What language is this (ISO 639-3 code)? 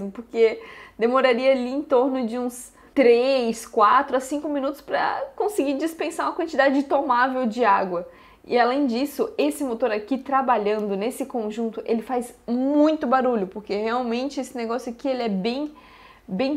por